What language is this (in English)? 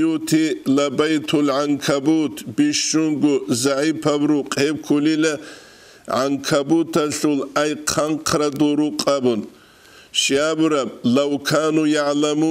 Avaric